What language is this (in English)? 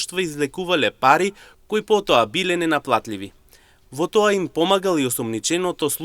Macedonian